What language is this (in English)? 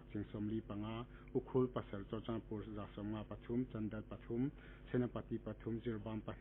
Hmar